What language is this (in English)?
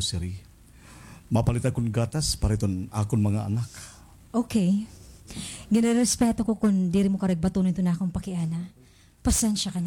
Waray